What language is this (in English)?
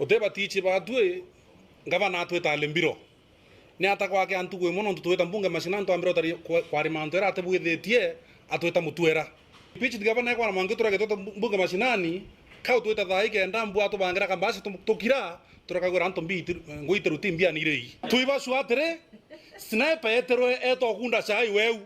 Meru